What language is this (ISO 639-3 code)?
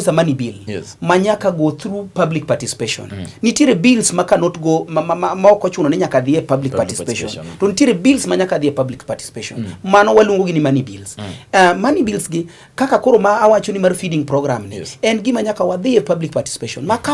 luo